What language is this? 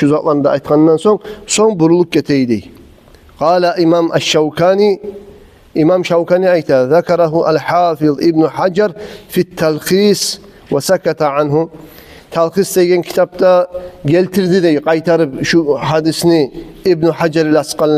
Kumyk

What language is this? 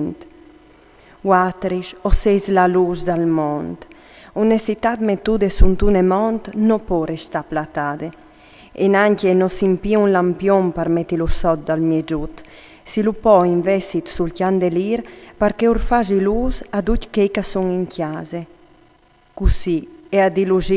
Friulian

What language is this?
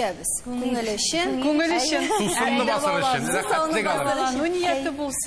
Tatar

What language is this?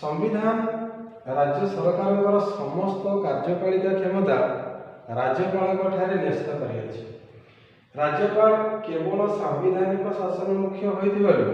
Odia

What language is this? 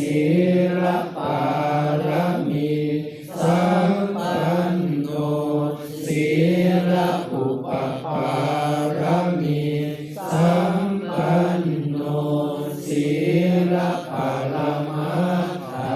Pali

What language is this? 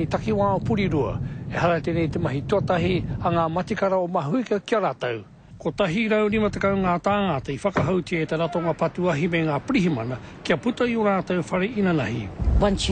Māori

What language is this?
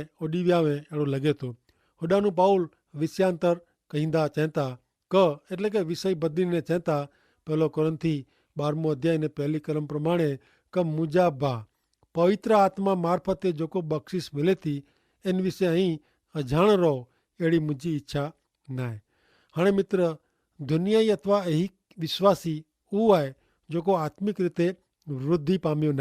Kachhi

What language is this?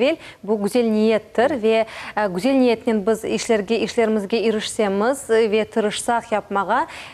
Crimean Tatar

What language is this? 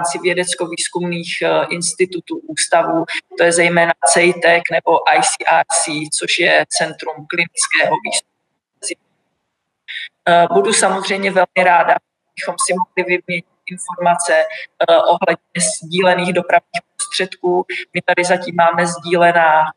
Czech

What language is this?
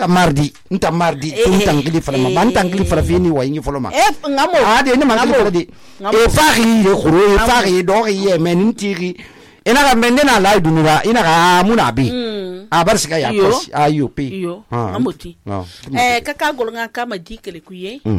Susu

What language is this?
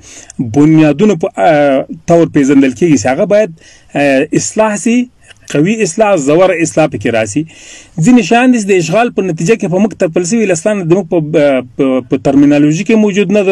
Pashto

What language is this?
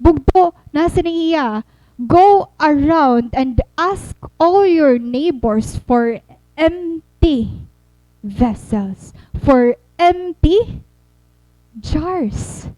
Waray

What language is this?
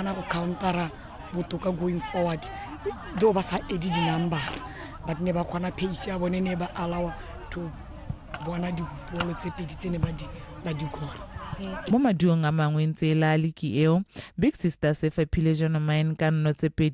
Tswana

